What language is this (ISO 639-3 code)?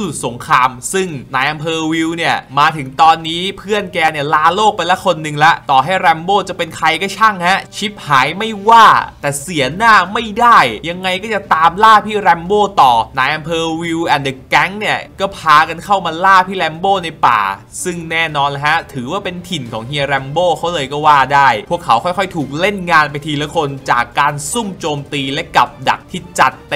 tha